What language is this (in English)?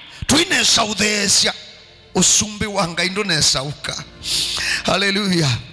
Kamba